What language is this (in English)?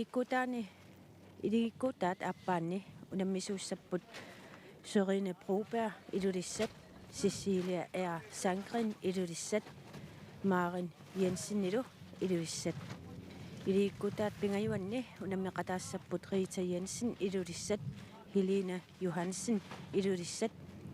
Kalaallisut